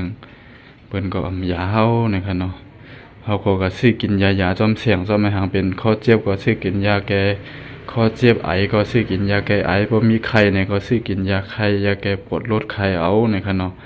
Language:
Shan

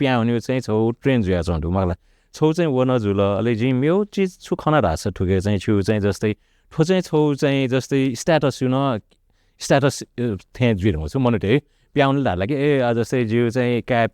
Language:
Newari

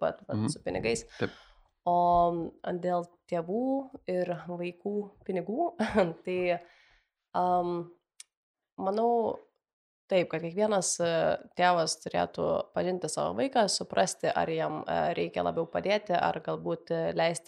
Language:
Lithuanian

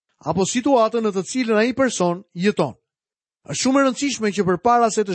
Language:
Albanian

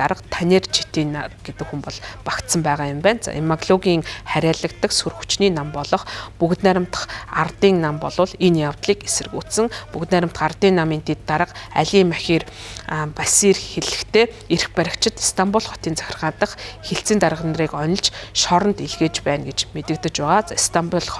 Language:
Mongolian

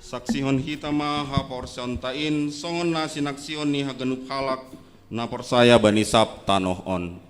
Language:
Batak Simalungun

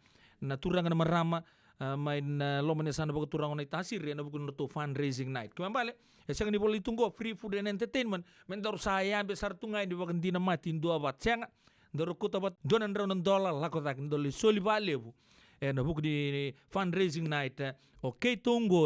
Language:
Fijian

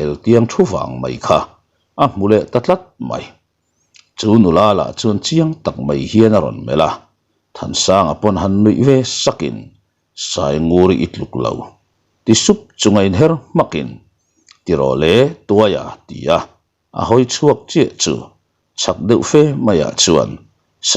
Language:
Mizo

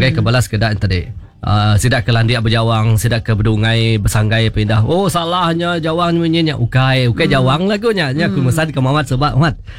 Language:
Iban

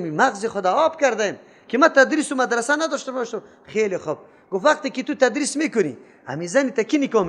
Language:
Persian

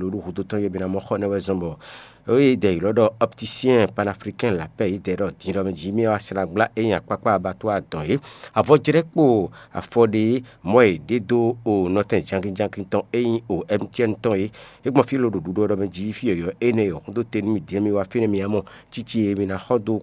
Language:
Fon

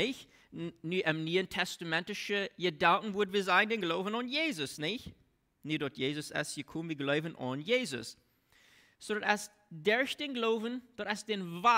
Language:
Plautdietsch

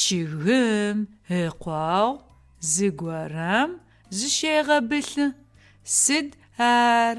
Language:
Adyghe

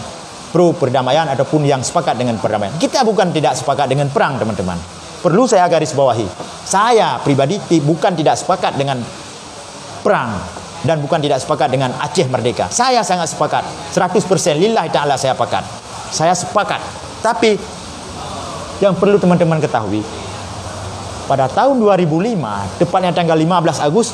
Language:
Indonesian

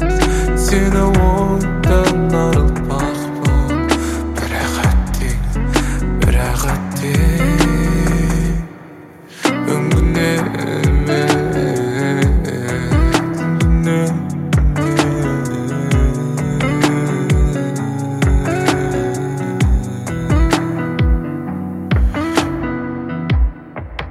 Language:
Kazakh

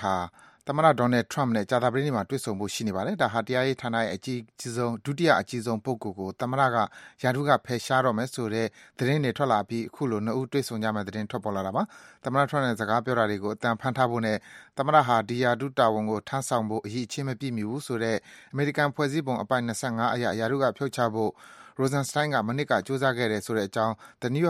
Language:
Burmese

